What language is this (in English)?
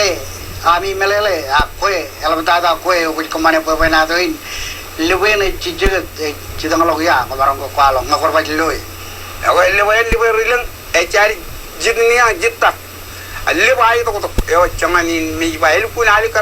Marshallese